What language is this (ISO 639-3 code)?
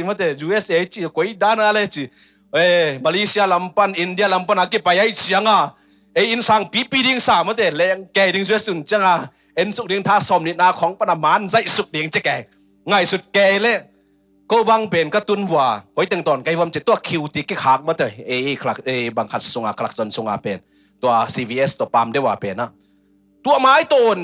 ctd